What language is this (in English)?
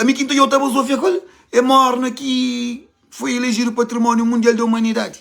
Kabuverdianu